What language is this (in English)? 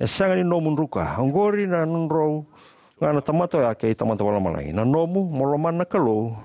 Fijian